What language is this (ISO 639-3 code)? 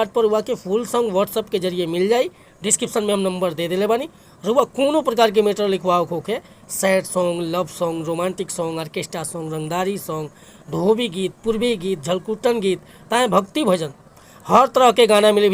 bho